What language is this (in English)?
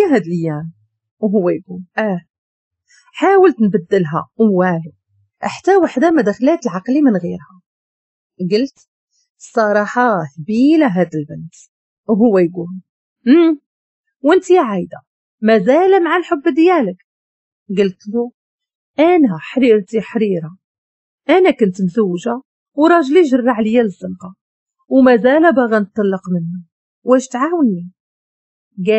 Moroccan Arabic